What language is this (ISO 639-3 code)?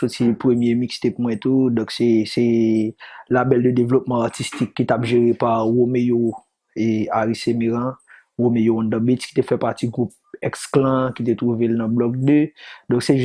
hat